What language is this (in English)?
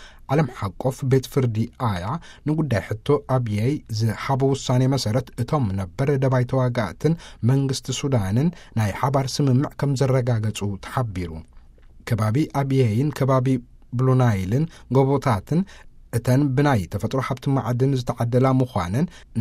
Tigrinya